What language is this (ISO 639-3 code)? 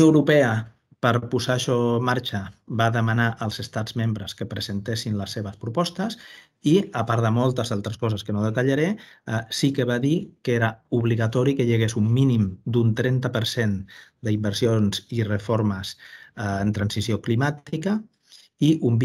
cat